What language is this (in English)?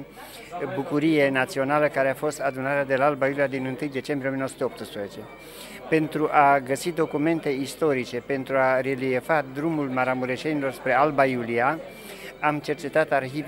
Romanian